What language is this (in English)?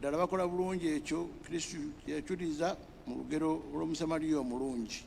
Ganda